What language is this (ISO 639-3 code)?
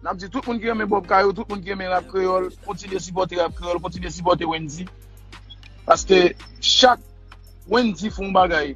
hat